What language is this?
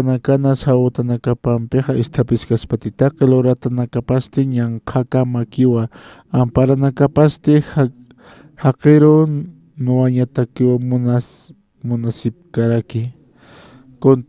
Aymara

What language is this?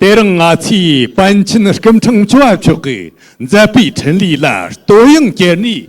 Tibetan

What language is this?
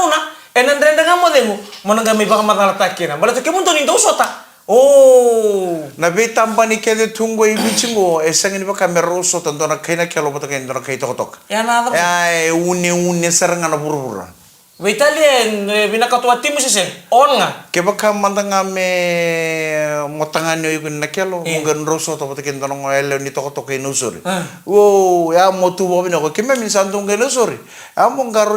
Fijian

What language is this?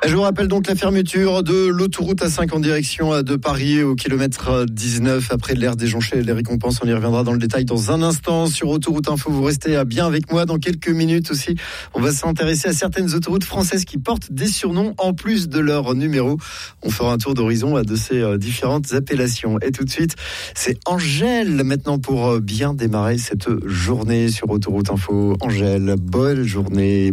French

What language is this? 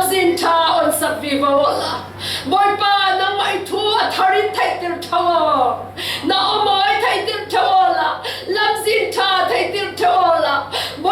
Falam Chin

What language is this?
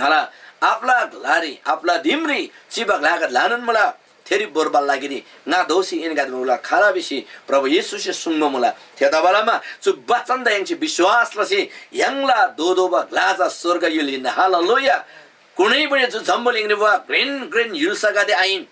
Eastern Tamang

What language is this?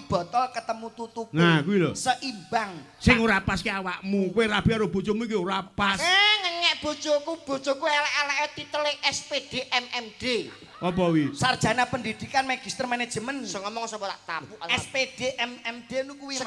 Javanese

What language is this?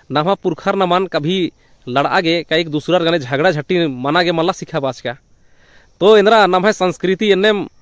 Kurukh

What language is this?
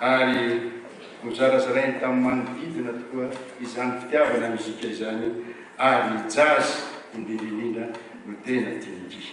Malagasy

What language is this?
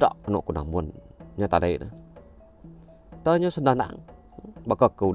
Iban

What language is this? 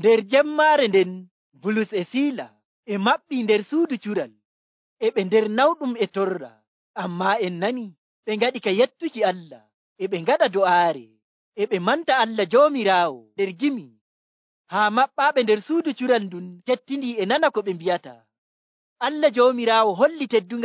Nigerian Fulfulde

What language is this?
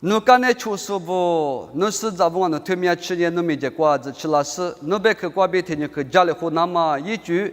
Lisu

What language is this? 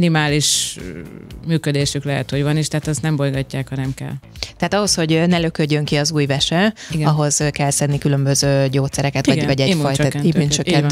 Hungarian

